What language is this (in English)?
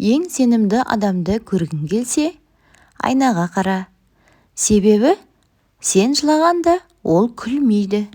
Kazakh